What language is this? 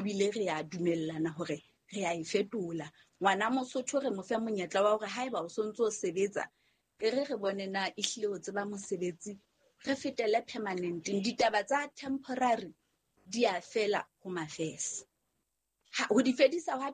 Southern Sotho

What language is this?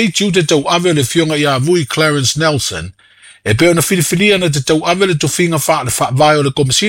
Samoan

